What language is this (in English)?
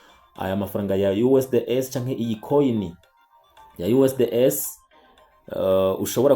Rundi